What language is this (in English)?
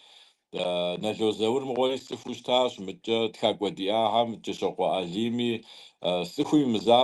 Kabardian